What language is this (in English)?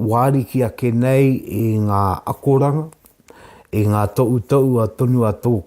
Māori